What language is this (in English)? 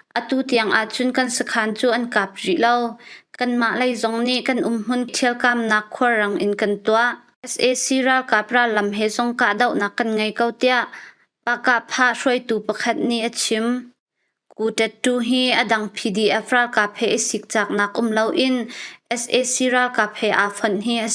Hakha Chin